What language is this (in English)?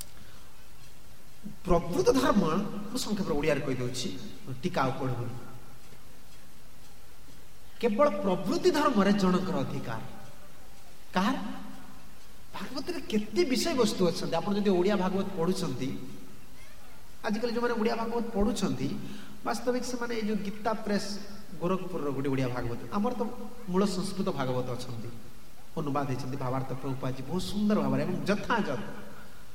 Odia